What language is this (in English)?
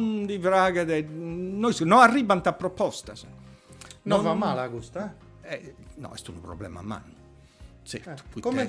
Sardinian